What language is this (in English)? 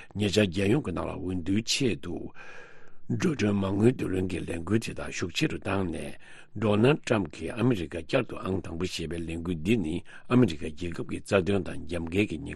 Tibetan